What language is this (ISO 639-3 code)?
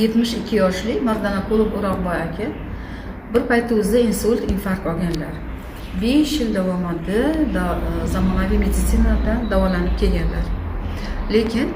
uzb